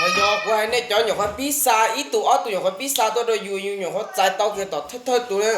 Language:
Hmong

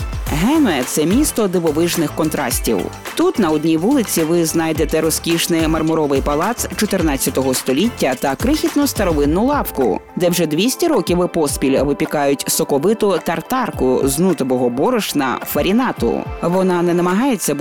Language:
Ukrainian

